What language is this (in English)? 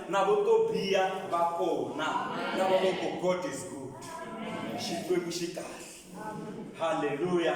Tsonga